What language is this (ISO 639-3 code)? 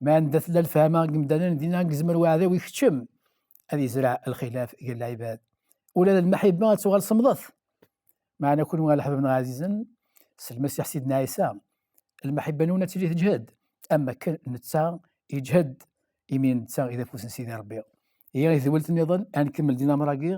kab